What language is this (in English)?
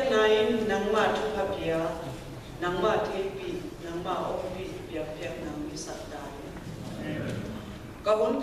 Tedim Chin